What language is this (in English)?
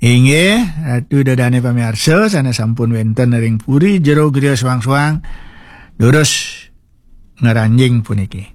Balinese